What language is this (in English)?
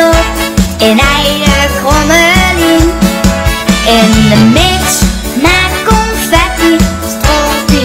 Limburgish